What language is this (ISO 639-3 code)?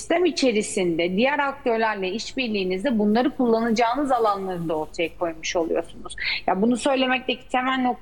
tur